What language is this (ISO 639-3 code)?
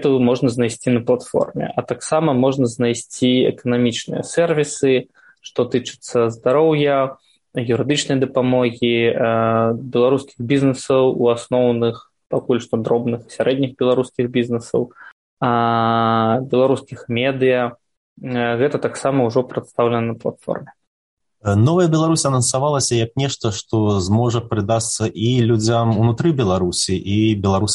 bel